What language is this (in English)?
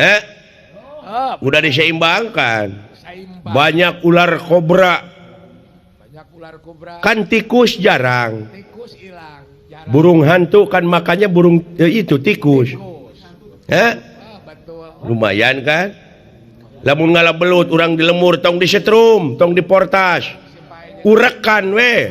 Sundanese